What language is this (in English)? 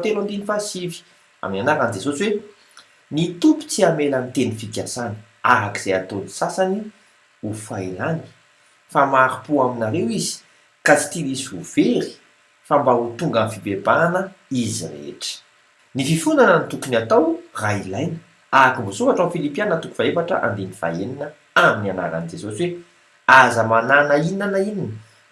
Malagasy